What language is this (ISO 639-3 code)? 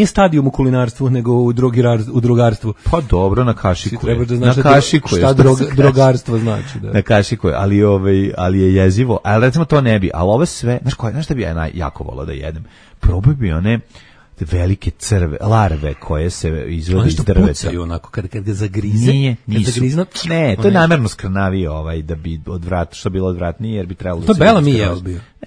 srp